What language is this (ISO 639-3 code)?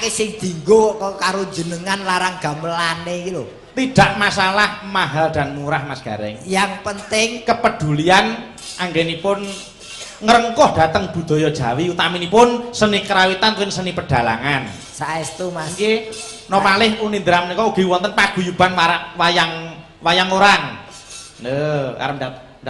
jav